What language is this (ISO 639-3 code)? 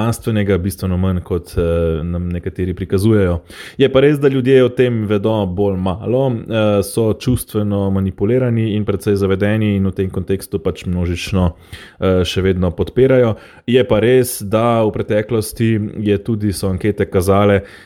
slv